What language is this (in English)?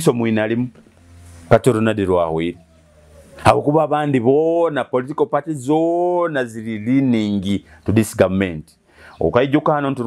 Nyoro